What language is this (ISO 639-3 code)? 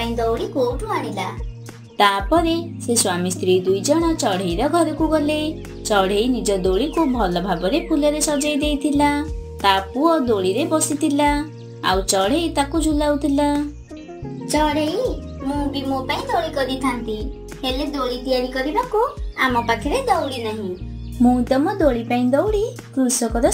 ori